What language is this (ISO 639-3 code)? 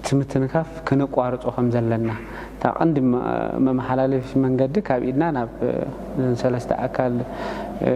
tir